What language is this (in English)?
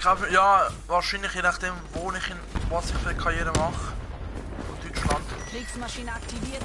Swiss German